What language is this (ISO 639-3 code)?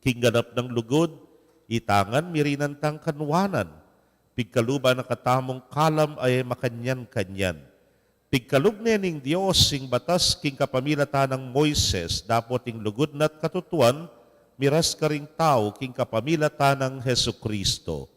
pam